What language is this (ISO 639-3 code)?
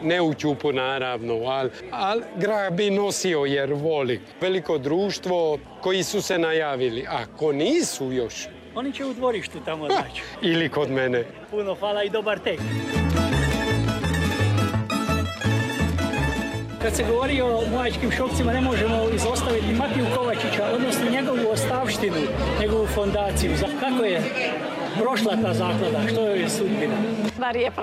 hrv